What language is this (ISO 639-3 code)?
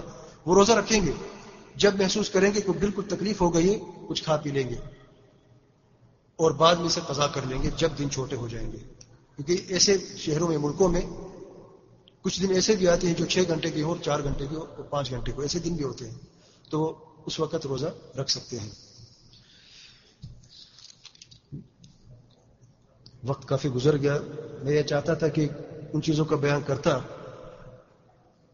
urd